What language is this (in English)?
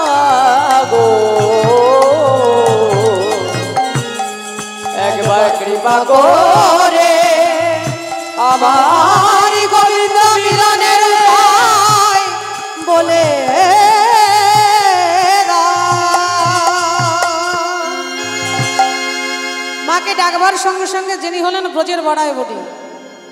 Bangla